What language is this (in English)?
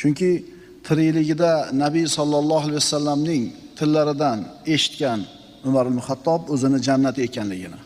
Uzbek